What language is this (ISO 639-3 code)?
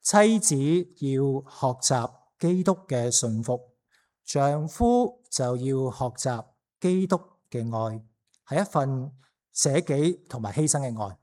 yue